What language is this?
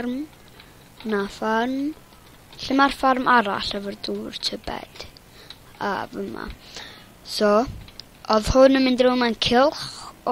Welsh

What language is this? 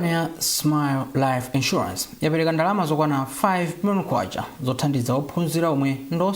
Nyanja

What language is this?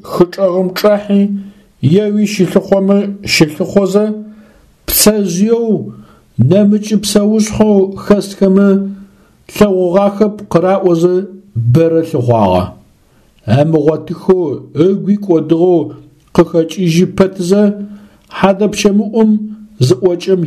Adyghe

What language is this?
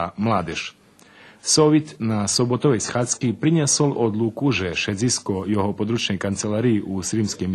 Rusyn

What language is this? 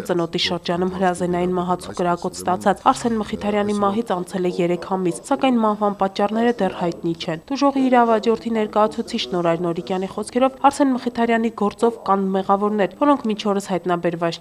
Armenian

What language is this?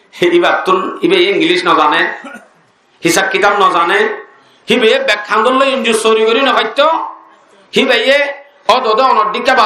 Rohingya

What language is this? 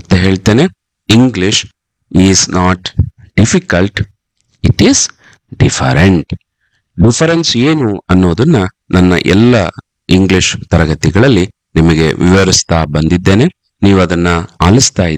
Kannada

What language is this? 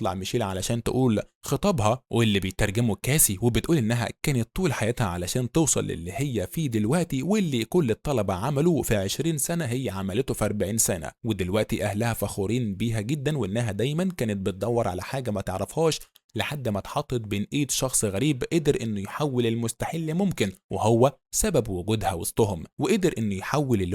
Egyptian Arabic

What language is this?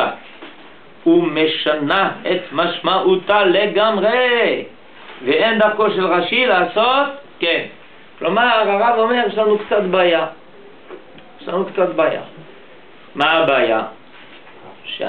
Hebrew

